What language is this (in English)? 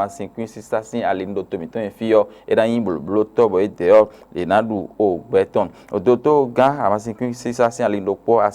Fon